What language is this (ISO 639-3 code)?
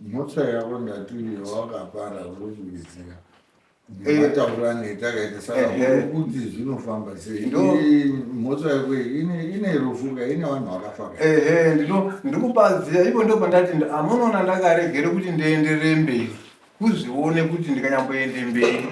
sna